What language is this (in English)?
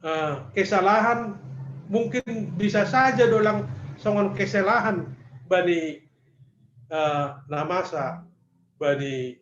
Batak Simalungun